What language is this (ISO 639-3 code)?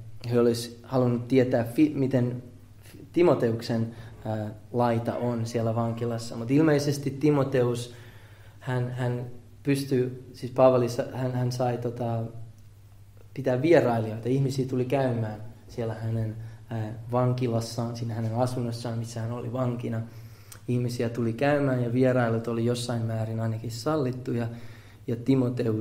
fin